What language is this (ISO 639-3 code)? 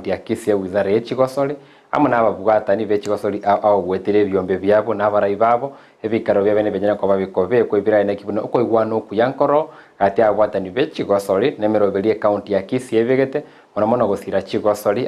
guz